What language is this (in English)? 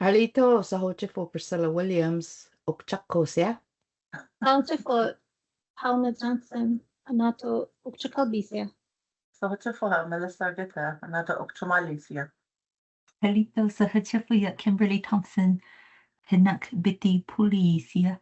Choctaw